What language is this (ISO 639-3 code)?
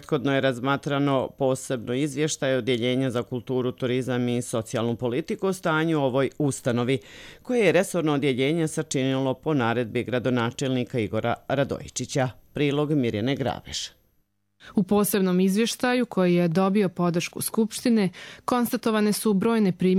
srp